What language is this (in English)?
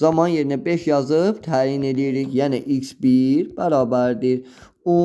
Azerbaijani